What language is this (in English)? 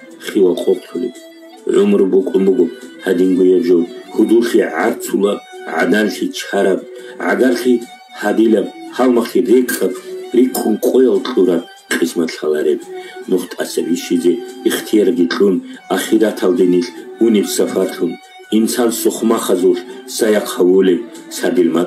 Avaric